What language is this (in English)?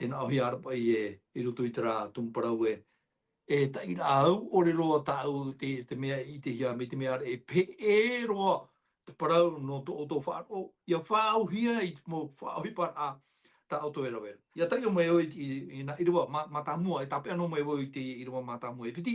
Tahitian